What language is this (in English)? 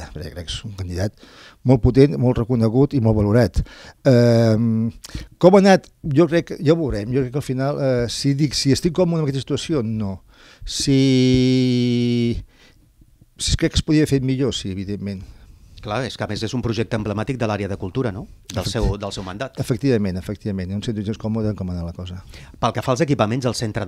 Catalan